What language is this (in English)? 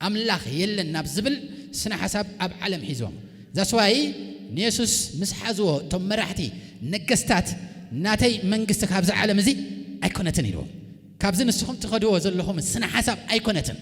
Tigrinya